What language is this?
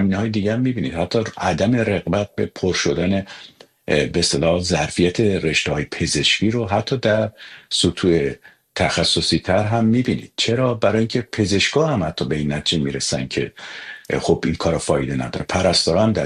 Persian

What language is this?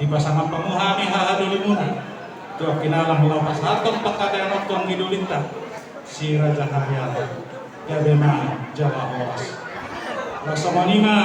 Batak Toba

